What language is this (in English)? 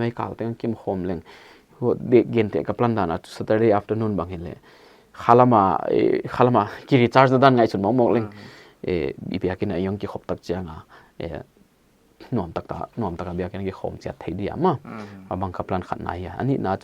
Paite Chin